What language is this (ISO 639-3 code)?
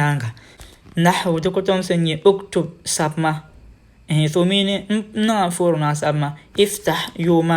dag